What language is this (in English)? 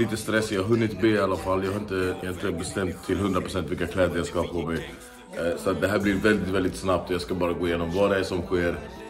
Swedish